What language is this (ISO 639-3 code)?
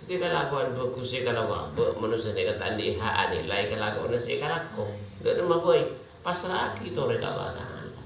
mad